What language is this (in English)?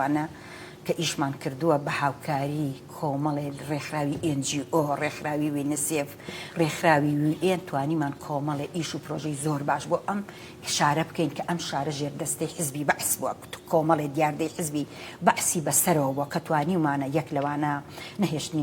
Central Kurdish